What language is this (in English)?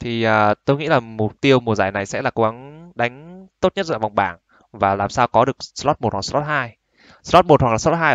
Vietnamese